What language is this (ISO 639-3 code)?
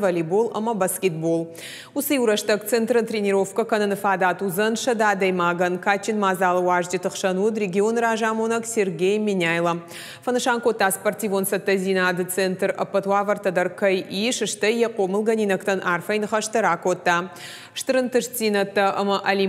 oss